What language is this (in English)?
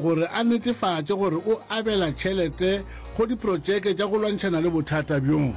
Northern Sotho